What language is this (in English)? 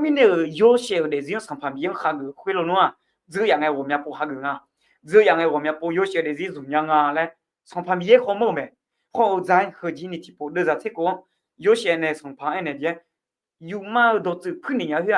Akha